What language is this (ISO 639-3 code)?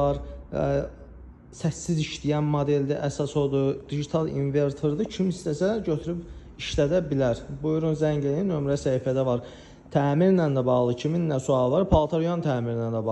aze